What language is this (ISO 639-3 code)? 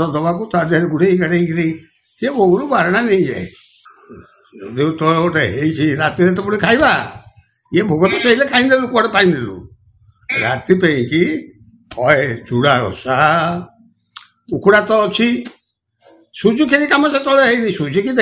ori